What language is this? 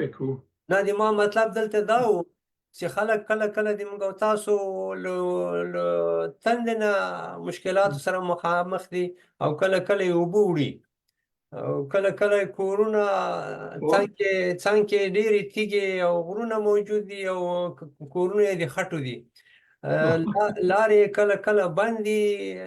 Pashto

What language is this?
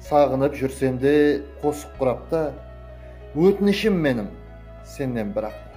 Kara-Kalpak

